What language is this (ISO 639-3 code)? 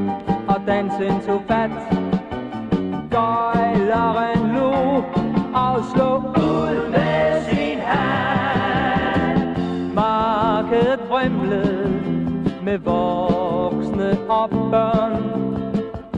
dan